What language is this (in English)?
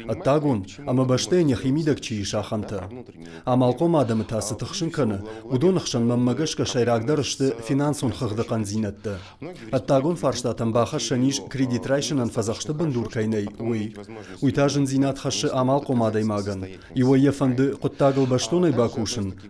Ossetic